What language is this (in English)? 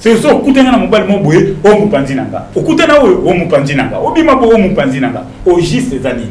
Lingala